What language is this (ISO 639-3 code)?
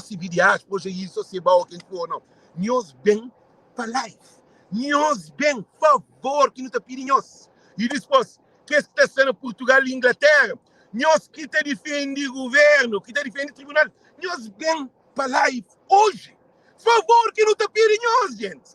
kea